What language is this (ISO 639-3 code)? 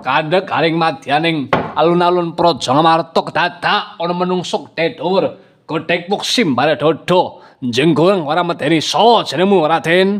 jav